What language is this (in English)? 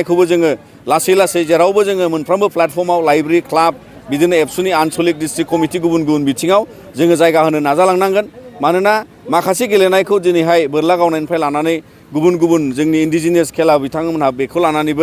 Bodo